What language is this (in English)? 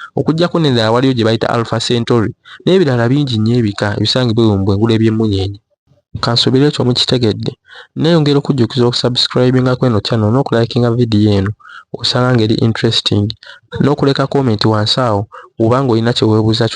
Ganda